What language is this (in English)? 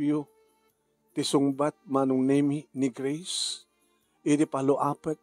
Iloko